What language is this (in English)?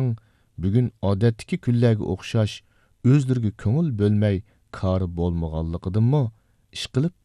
Uyghur